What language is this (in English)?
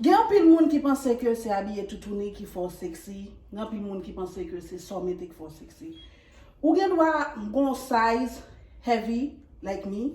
Haitian Creole